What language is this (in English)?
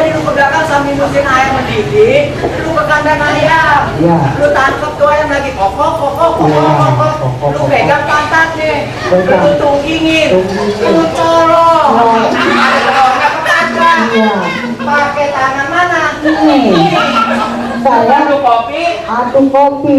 Betawi